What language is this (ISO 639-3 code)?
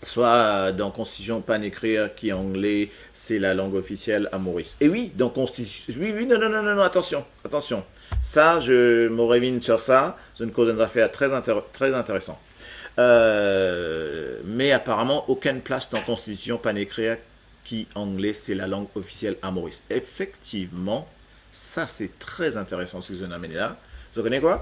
mfe